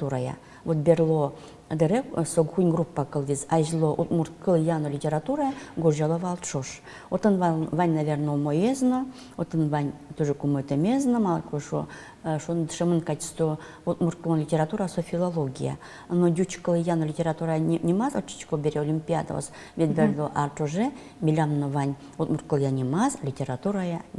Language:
Udmurt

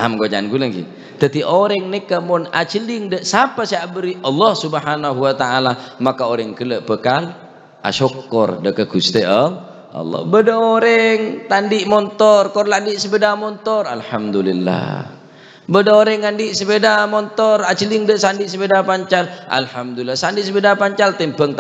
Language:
Madurese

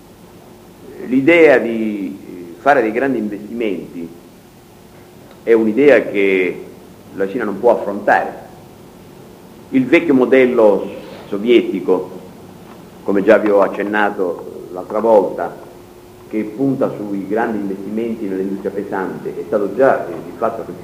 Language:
Italian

